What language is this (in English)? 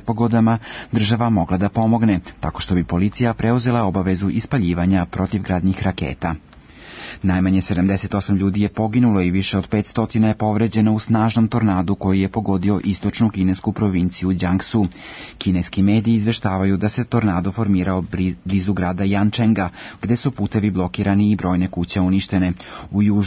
Serbian